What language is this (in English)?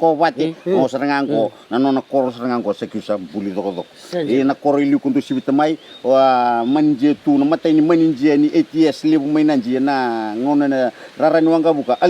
Fijian